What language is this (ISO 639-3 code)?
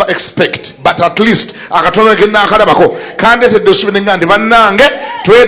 lug